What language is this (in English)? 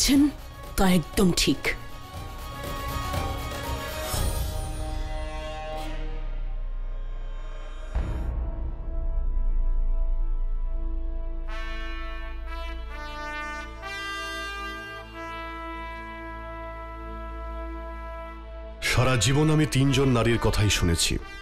Bangla